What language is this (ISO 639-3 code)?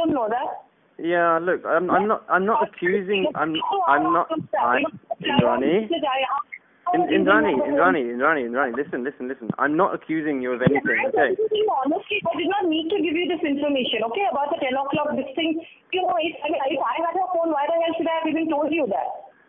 eng